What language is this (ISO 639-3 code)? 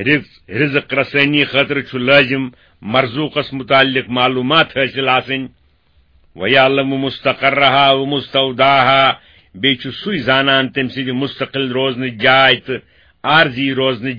kas